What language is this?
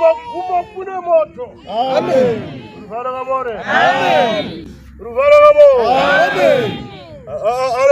Shona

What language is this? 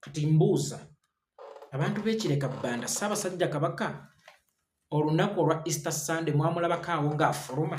Ganda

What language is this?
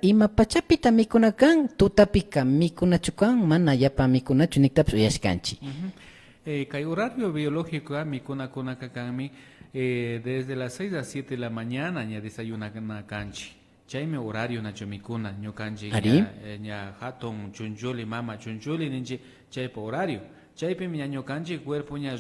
Imbabura Highland Quichua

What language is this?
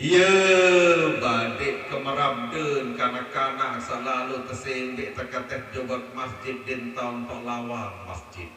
Sasak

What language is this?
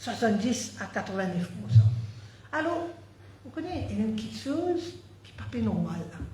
Morisyen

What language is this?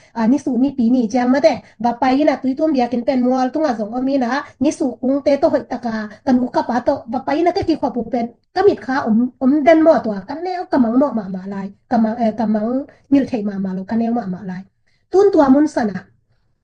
Tedim Chin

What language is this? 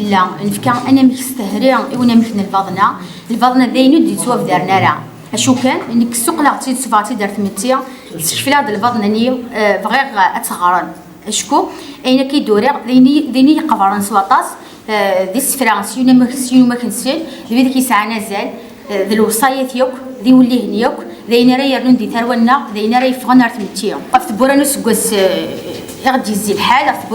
Kabyle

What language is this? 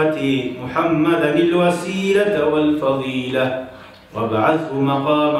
Kumyk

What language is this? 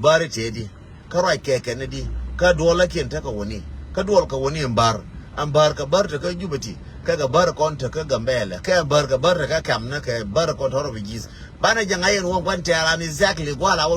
Nuer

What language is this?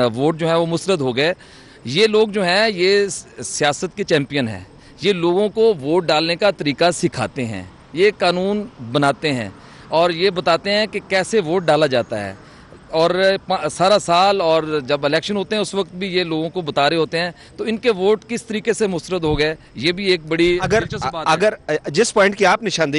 Urdu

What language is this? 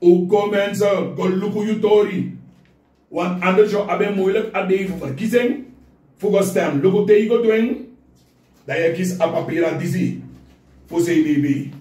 Sranan Tongo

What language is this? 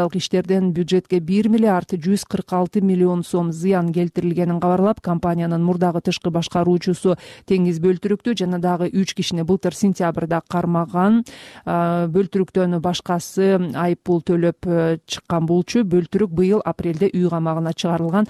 Kyrgyz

